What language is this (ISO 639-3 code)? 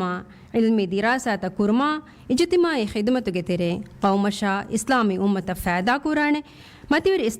div